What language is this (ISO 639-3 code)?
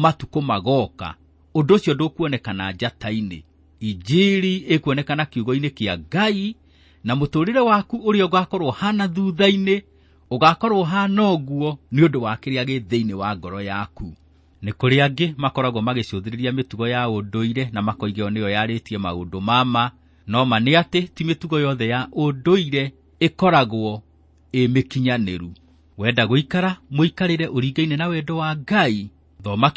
kik